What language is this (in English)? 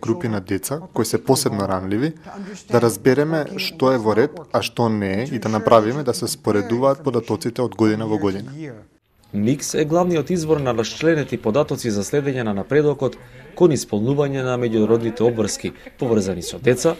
Macedonian